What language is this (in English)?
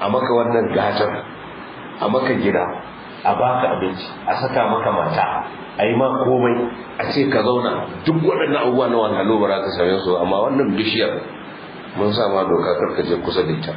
Hausa